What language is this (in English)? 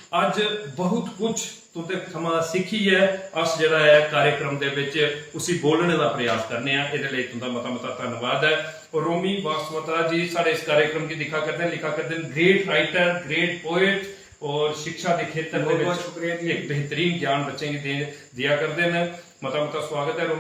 Dogri